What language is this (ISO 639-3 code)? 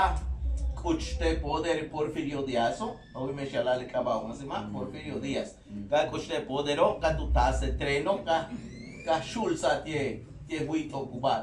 yua